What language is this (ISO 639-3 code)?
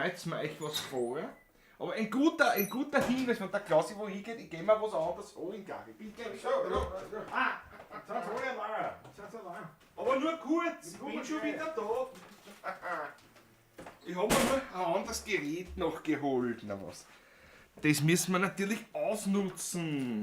bar